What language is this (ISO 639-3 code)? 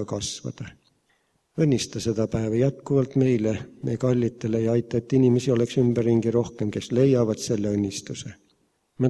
est